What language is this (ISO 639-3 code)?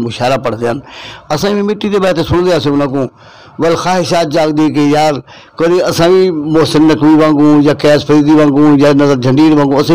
skr